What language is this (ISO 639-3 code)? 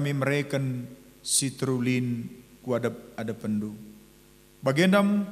btx